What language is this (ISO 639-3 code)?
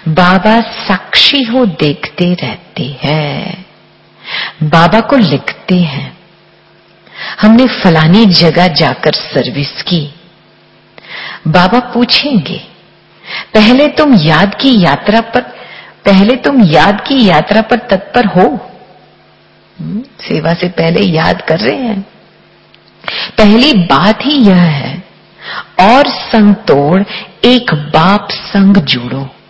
hin